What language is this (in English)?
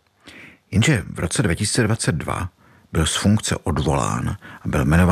Czech